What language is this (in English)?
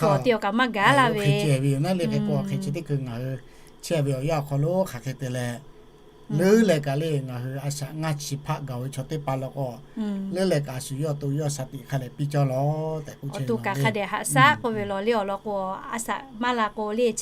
Lahu